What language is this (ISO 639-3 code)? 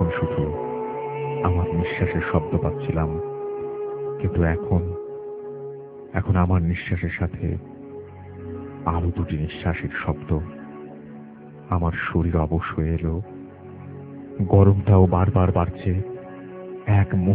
ben